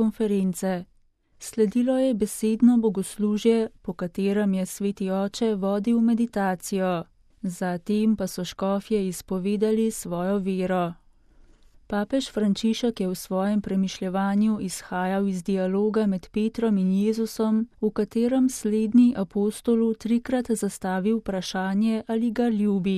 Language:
Slovenian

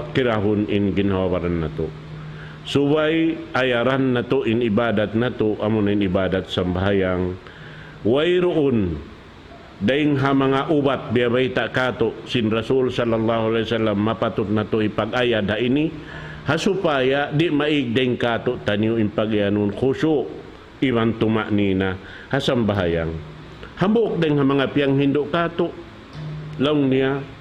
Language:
Tausug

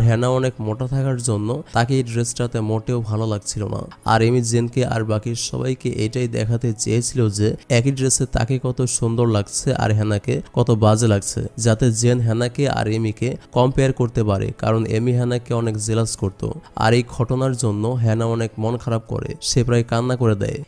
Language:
Bangla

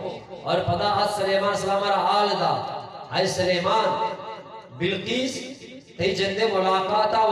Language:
Eastern Balochi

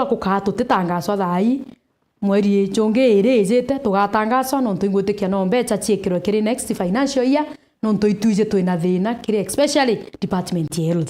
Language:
Meru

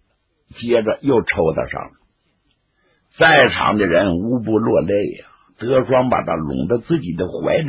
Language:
Chinese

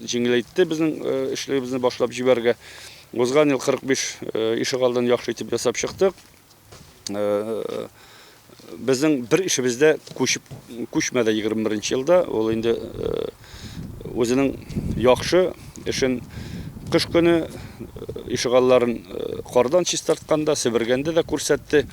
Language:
Tatar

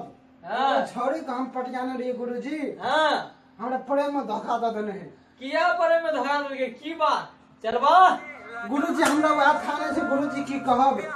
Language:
Maithili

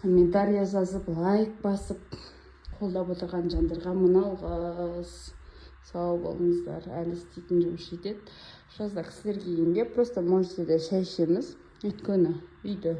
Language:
Kazakh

